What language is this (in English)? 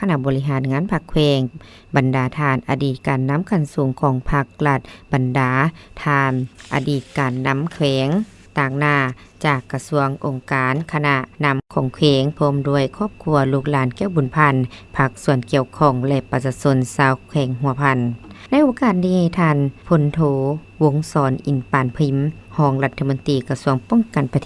Lao